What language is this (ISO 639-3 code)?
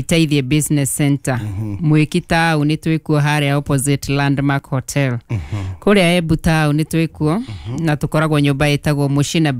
kik